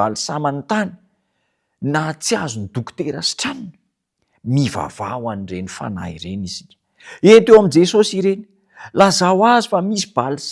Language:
Malagasy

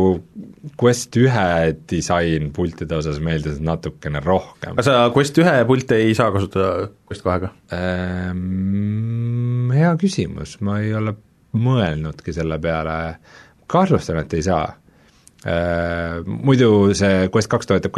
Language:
Estonian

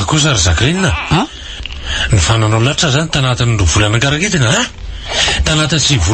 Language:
Malagasy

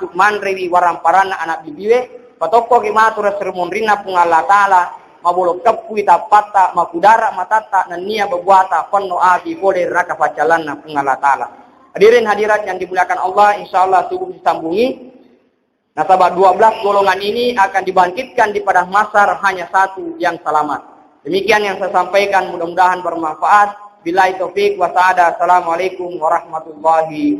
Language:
Buginese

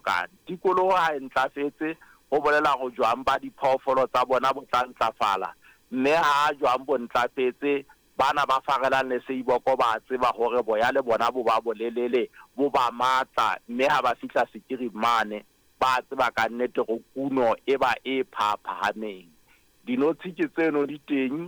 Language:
Southern Sotho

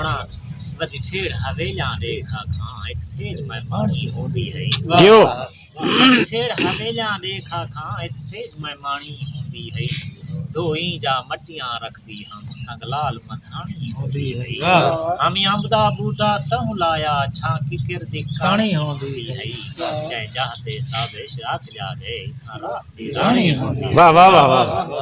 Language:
Saraiki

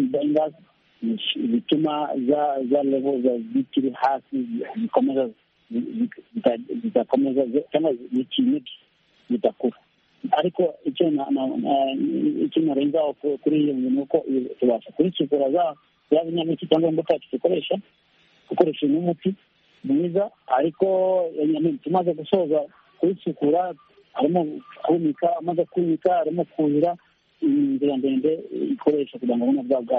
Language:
Kinyarwanda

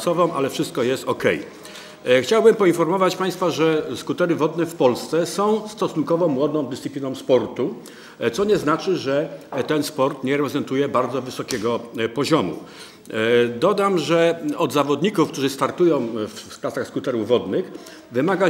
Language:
Polish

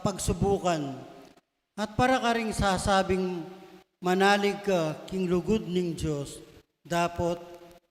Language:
Pampanga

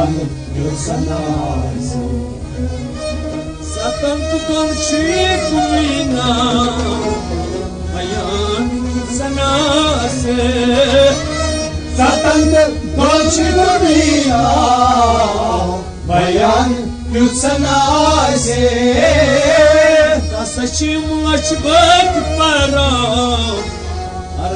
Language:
Kashmiri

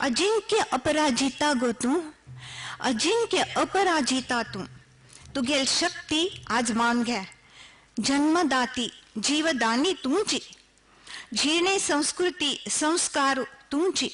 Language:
Konkani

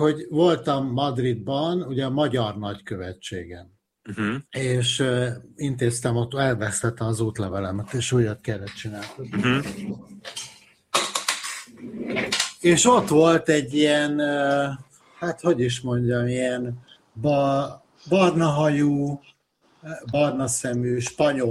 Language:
Hungarian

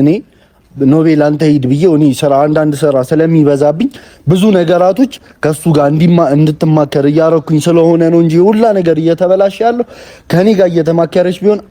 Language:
Amharic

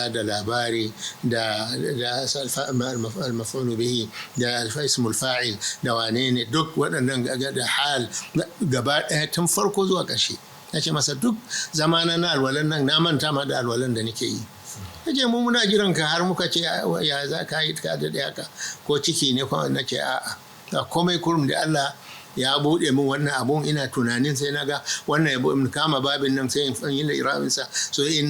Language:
Hausa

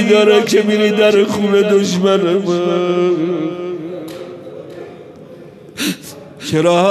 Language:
Persian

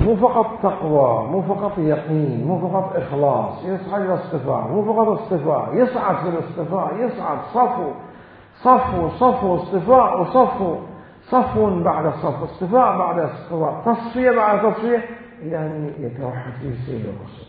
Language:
Mesopotamian Arabic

